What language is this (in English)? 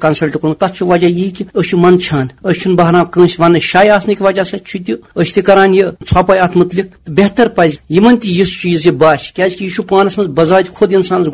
Kashmiri